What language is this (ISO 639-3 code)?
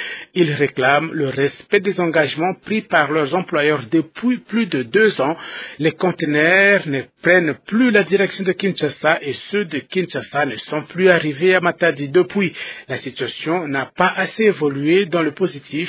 fra